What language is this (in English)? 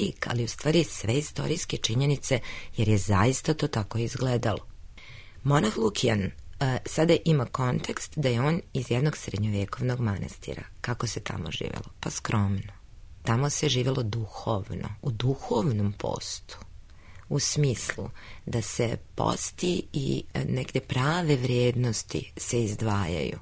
Serbian